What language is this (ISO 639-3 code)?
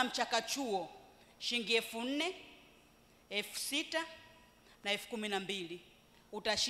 swa